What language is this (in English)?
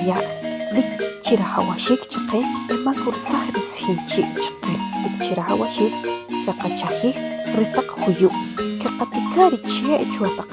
Achi